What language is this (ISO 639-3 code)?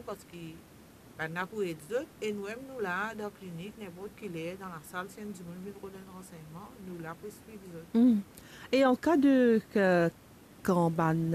mfe